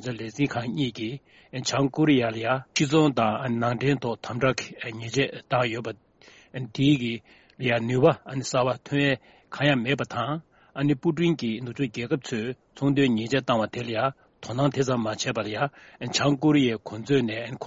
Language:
Tibetan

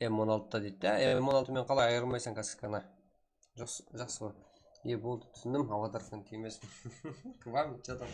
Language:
Kara-Kalpak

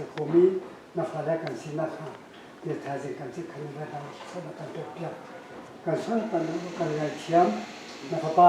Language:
Hakha Chin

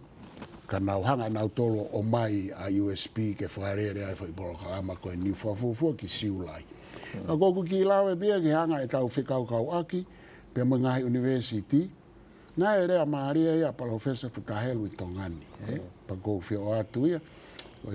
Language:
Tongan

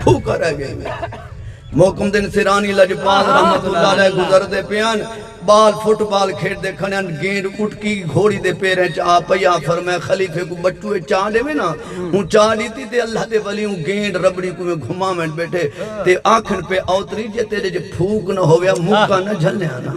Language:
Saraiki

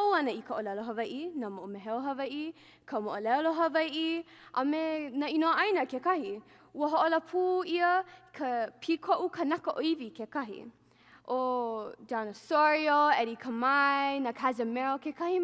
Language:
Hawaiian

